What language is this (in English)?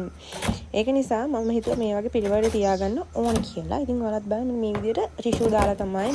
Sinhala